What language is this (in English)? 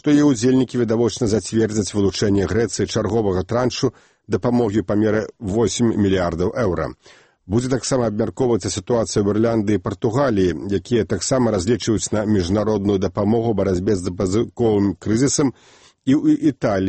Belarusian